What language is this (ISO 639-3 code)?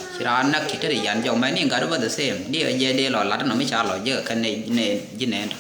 nus